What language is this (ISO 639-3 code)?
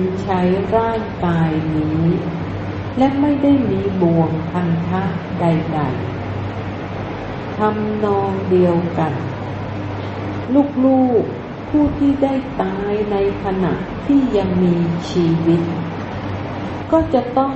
tha